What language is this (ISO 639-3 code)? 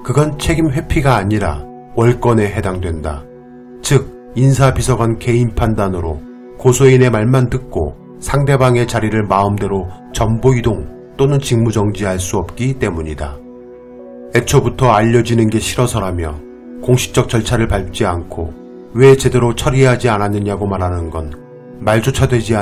kor